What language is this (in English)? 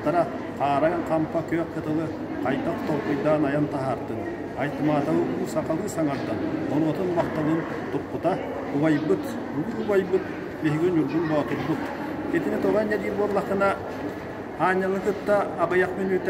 Yakut